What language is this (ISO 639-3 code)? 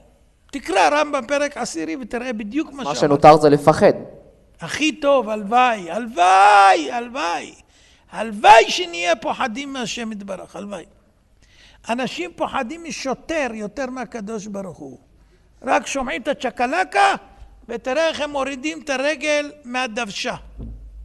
heb